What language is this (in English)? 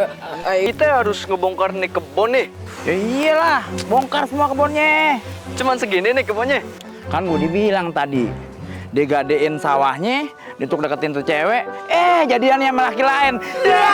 Betawi